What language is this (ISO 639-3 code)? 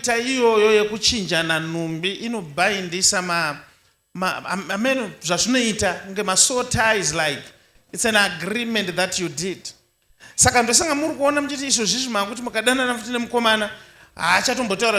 sna